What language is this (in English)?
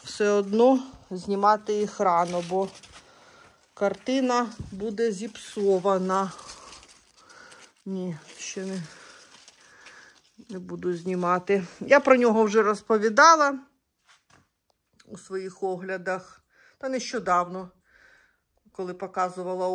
Ukrainian